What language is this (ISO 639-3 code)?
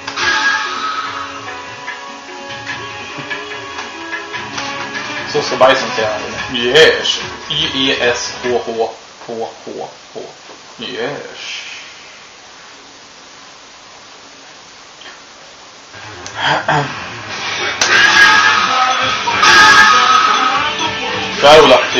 swe